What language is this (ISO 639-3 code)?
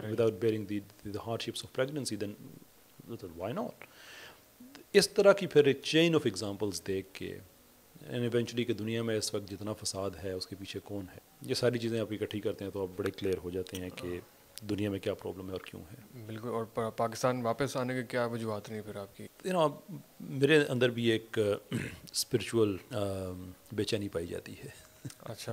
urd